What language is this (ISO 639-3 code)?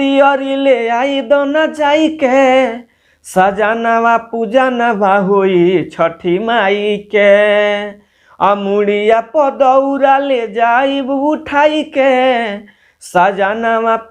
bho